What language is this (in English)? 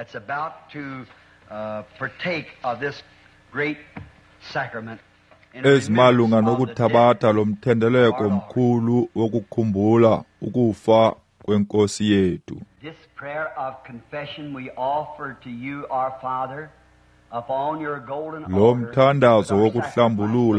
Xhosa